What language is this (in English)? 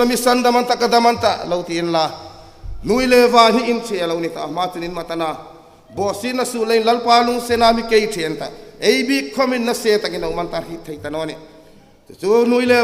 Hmar